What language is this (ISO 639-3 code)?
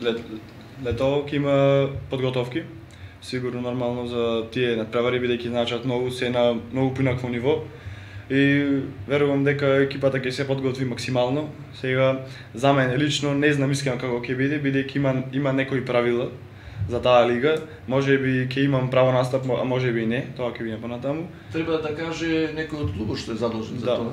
mkd